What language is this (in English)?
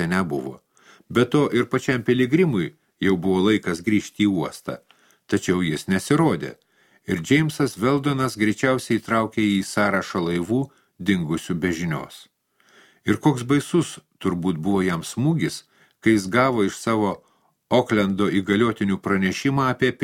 Lithuanian